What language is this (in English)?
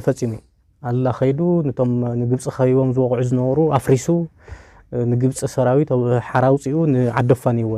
Tigrinya